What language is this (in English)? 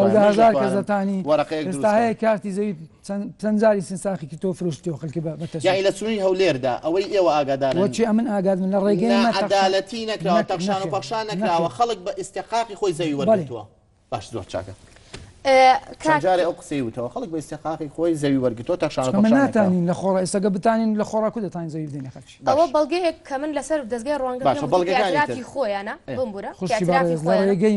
Central Kurdish